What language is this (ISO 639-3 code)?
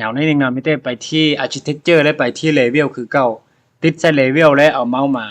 lao